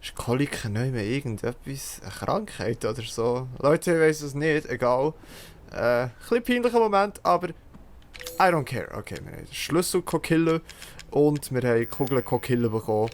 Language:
Swiss German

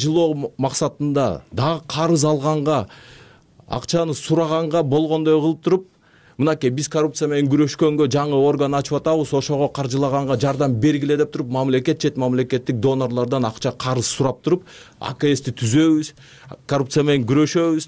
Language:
Kyrgyz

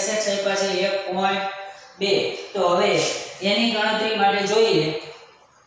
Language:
Gujarati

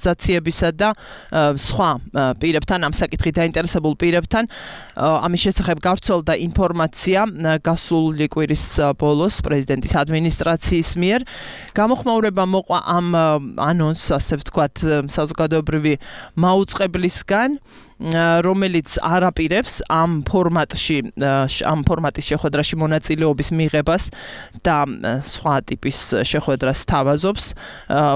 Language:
Georgian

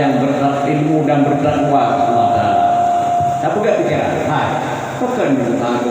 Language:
Achinese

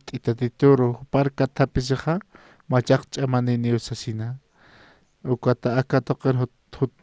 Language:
Aymara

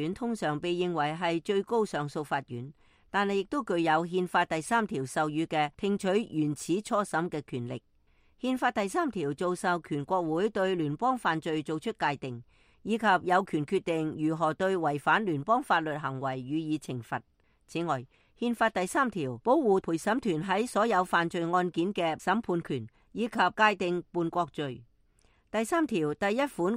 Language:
Cantonese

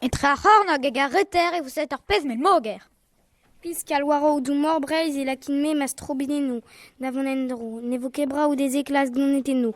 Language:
Breton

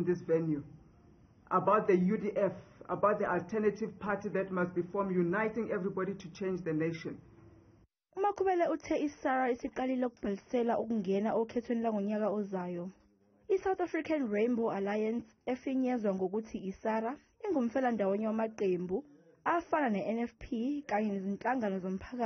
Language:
Zulu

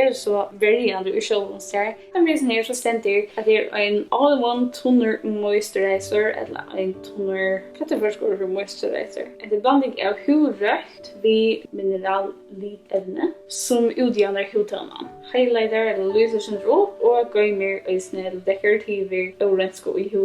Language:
Faroese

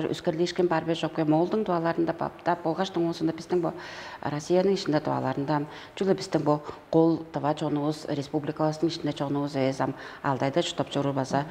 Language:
Tuvinian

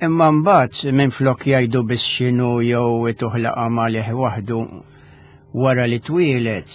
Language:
Maltese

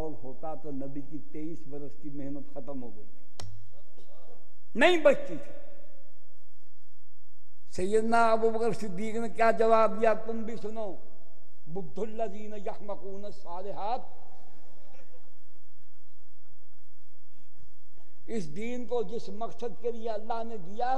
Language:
Urdu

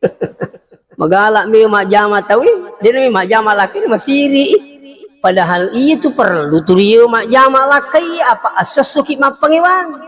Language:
Buginese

